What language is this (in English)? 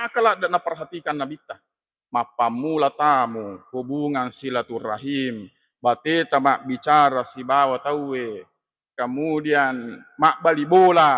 Buginese